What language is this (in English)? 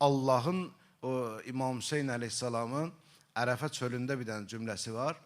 Azerbaijani